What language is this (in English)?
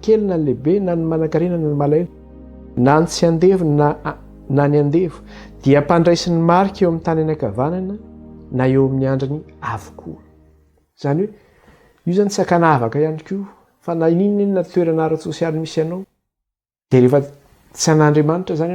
Malagasy